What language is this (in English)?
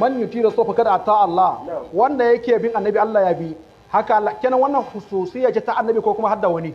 Hausa